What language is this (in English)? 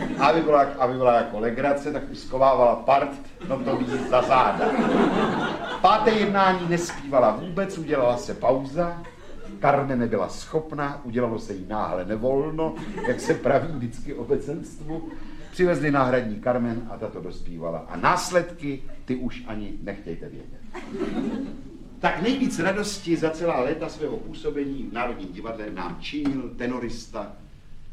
Czech